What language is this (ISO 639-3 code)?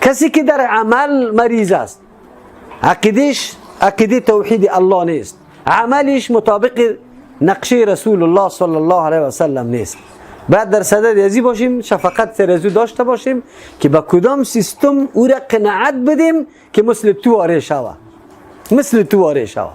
fas